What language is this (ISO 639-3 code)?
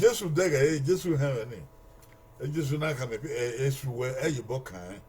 bin